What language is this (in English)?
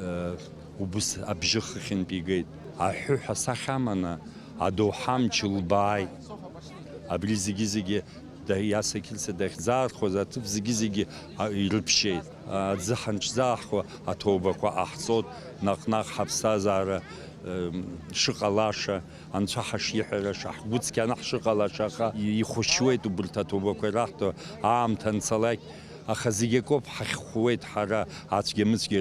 Abkhazian